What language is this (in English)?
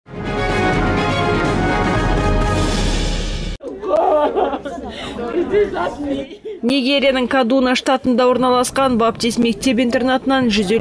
Kazakh